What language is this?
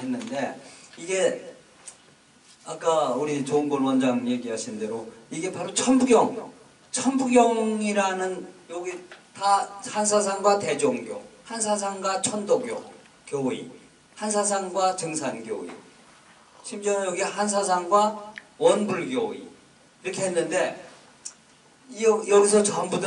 Korean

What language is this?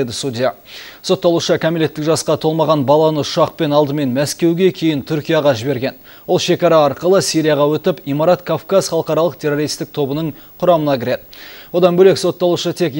Kazakh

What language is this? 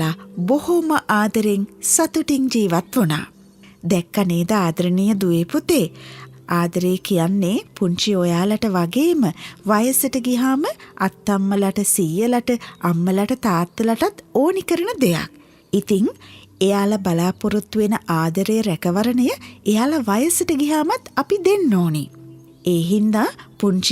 Sinhala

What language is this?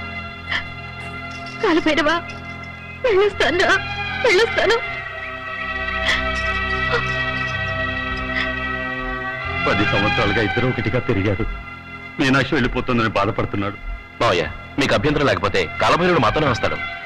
Telugu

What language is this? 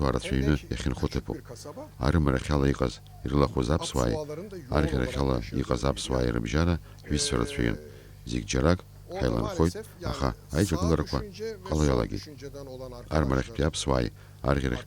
Abkhazian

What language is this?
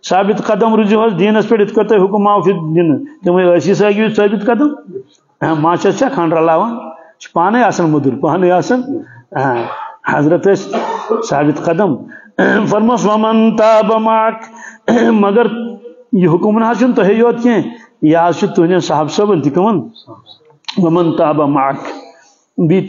Kashmiri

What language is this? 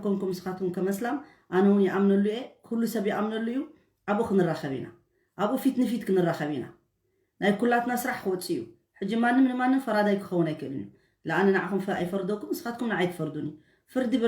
Tigrinya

